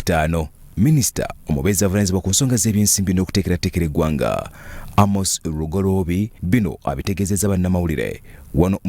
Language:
Ganda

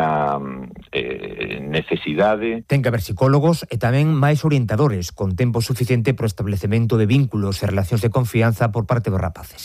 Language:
Galician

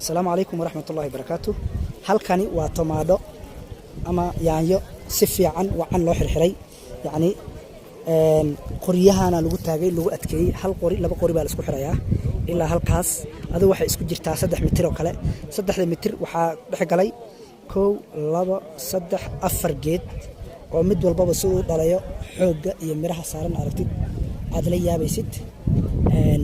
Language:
Somali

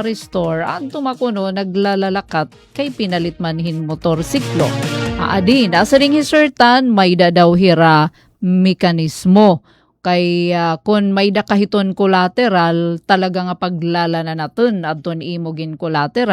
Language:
Waray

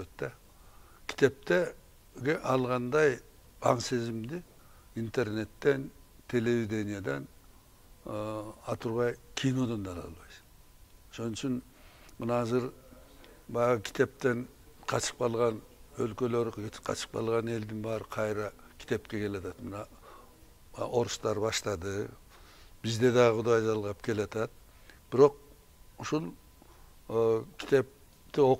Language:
Kyrgyz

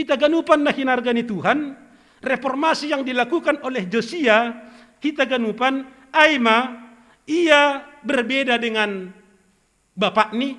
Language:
Batak Simalungun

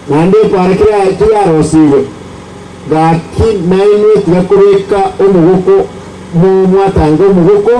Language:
Gusii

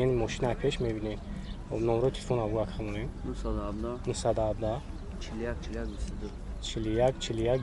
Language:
Tajik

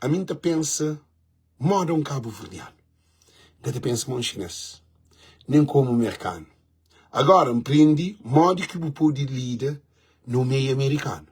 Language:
Kabuverdianu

